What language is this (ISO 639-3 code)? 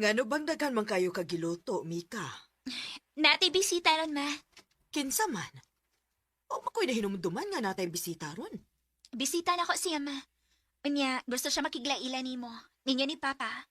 ceb